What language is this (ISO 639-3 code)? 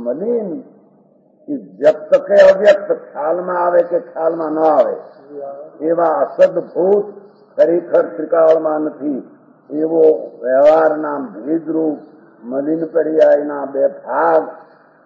guj